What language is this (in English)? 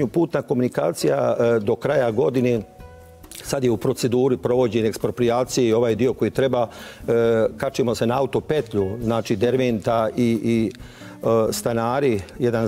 Bosnian